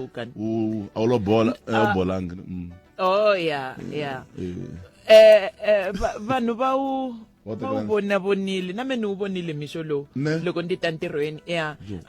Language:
Tsonga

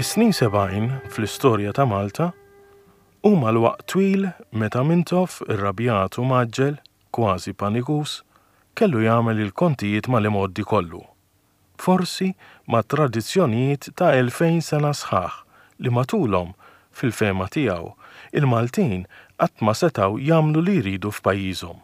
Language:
Maltese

